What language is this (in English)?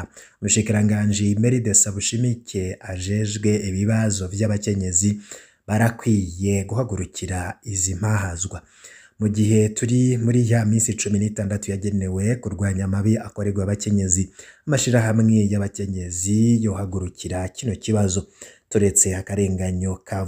Rundi